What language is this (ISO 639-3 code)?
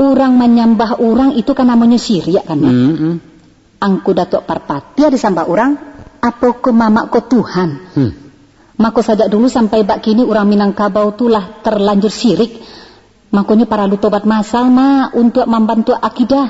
min